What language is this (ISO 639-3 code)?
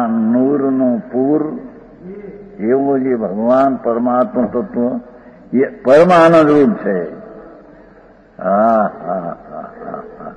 guj